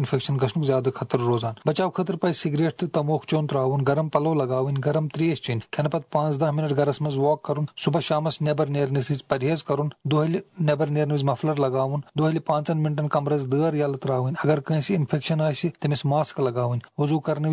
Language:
Kashmiri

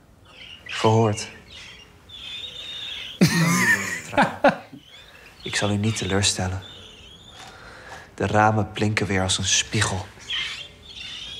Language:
Dutch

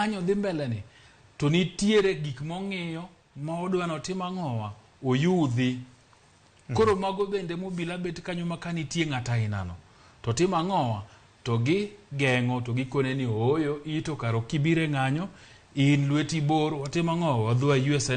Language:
Luo (Kenya and Tanzania)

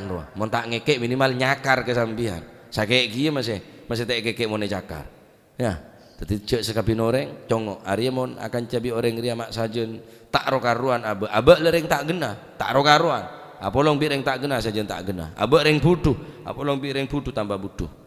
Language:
Madurese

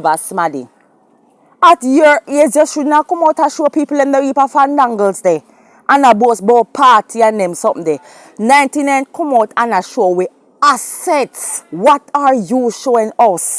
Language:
Jamaican Creole English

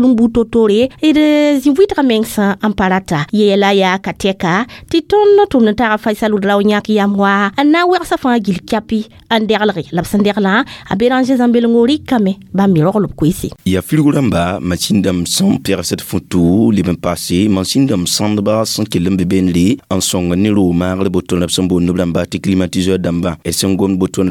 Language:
Mossi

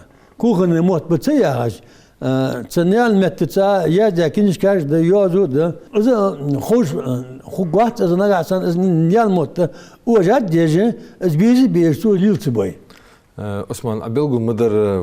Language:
Ingush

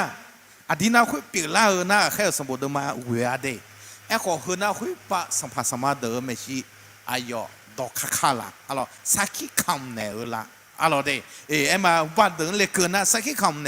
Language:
Akha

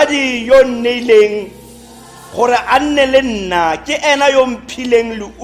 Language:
Tswana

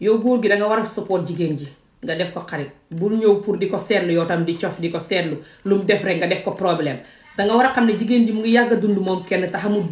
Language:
Wolof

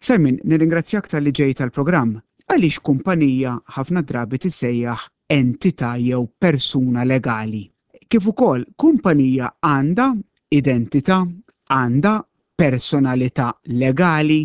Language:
Maltese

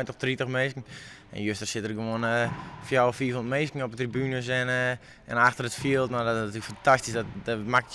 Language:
Western Frisian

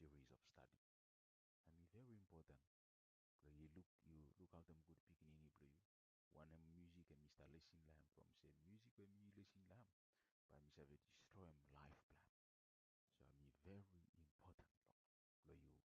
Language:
Bislama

